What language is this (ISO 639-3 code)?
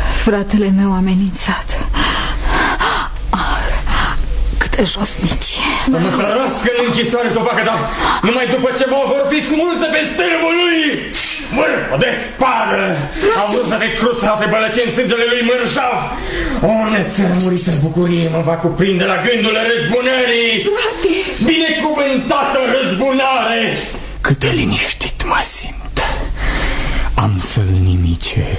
ron